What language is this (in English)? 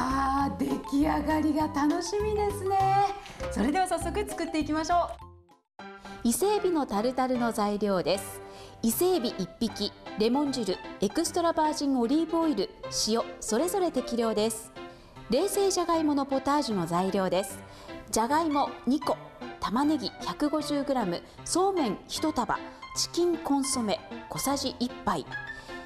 Japanese